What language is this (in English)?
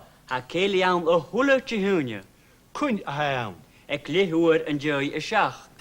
Scottish Gaelic